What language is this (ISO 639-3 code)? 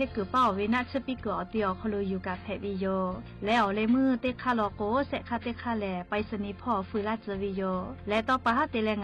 lhu